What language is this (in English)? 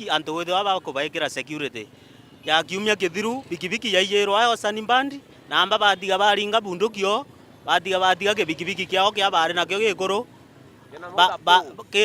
Meru